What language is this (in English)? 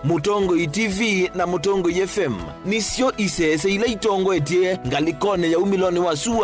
Kamba